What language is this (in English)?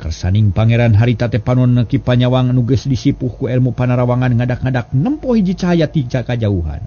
Sundanese